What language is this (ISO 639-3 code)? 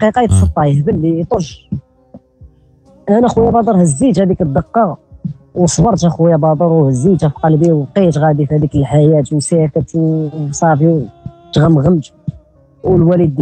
ary